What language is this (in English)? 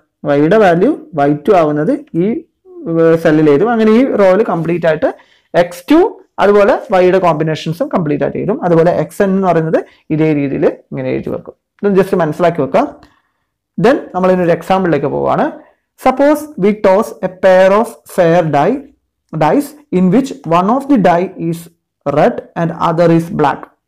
Malayalam